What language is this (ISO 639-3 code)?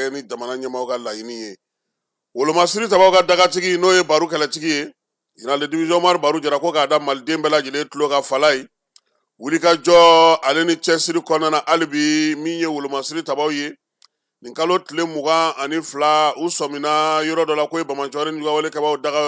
bam